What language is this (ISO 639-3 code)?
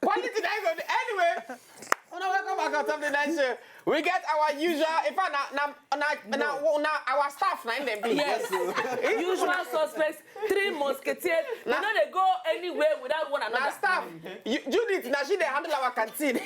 pcm